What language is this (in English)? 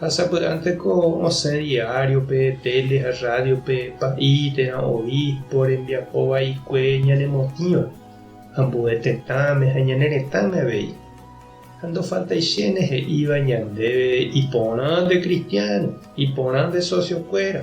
Guarani